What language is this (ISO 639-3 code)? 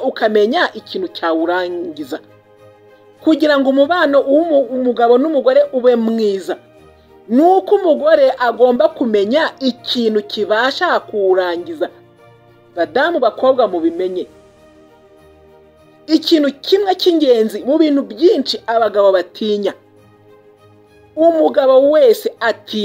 kin